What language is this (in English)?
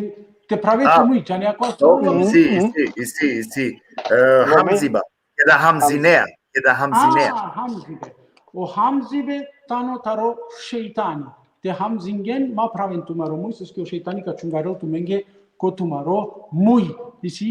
Balkan Romani